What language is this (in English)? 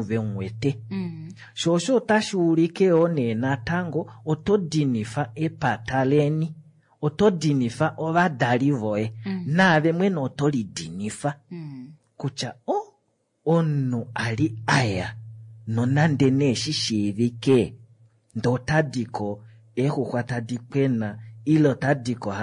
Kuanyama